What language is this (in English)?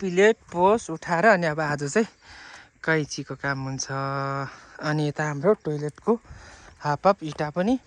Nepali